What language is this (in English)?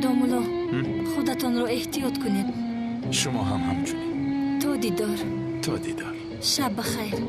Tajik